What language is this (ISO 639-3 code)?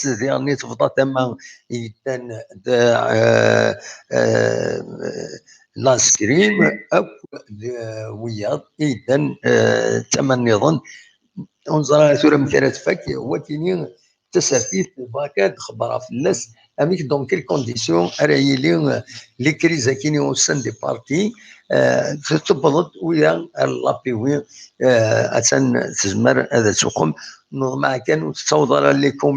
kab